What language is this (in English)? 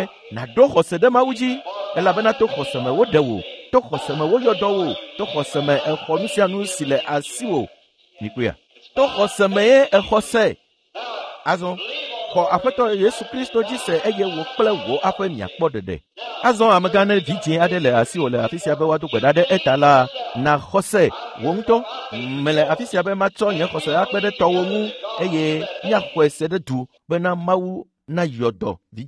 Ewe